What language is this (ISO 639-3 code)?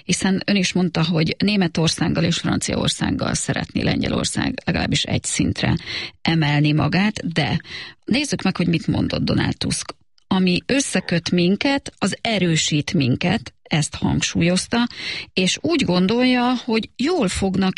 hun